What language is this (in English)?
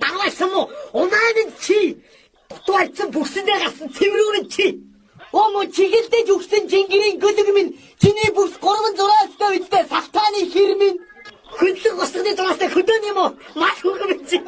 Mongolian